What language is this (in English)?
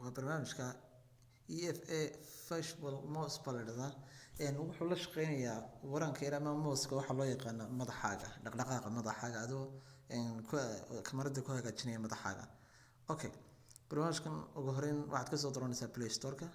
Somali